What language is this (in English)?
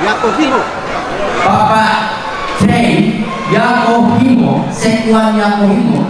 Toraja-Sa'dan